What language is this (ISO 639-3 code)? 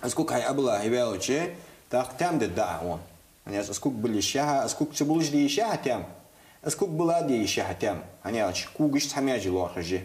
inh